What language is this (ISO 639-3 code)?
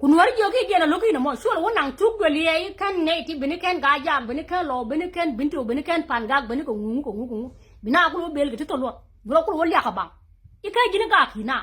nus